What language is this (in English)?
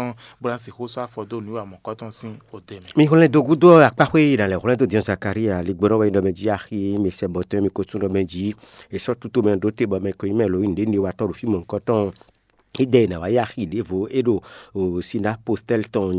Fon